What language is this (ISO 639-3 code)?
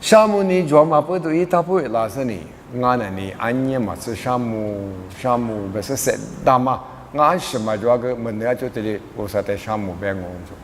lis